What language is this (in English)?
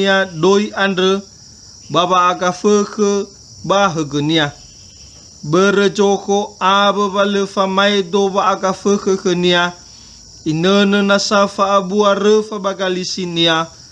Nias